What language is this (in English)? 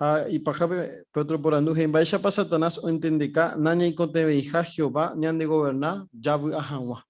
Guarani